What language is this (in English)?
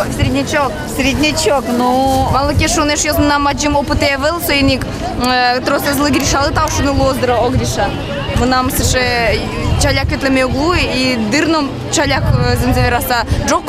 Udmurt